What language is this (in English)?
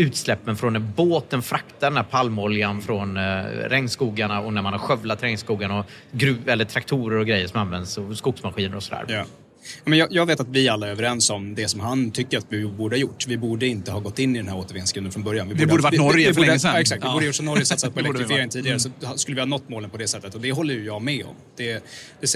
Swedish